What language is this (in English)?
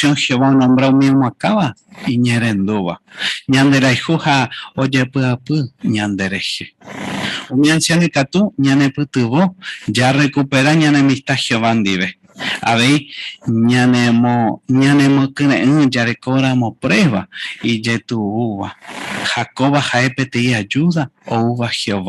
Guarani